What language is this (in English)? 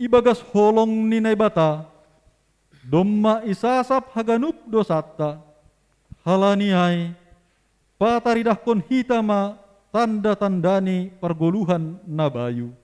Batak Simalungun